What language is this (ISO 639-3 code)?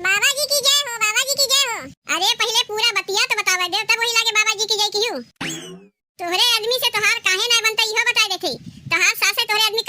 awa